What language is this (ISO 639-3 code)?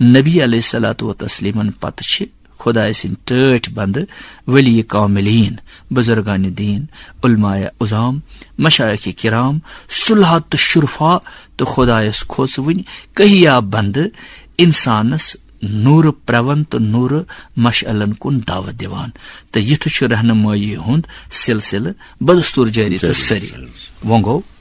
kas